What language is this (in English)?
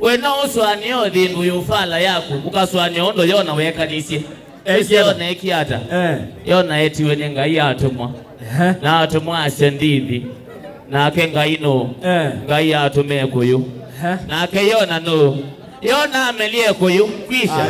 Kamba